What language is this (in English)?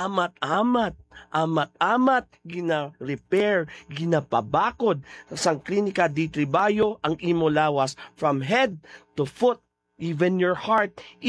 Hiligaynon